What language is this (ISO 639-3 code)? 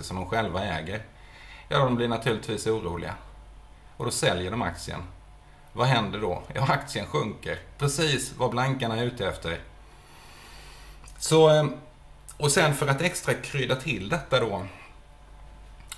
swe